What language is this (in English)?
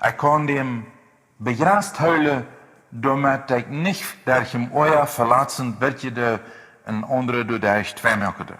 Plautdietsch